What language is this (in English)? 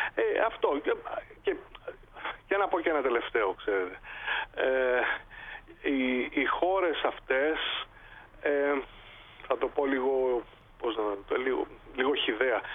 Greek